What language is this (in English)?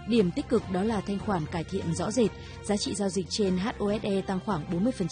Vietnamese